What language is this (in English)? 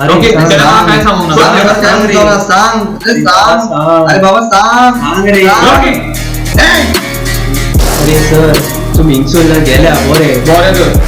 Konkani